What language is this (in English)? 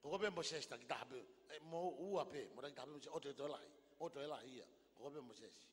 Tongan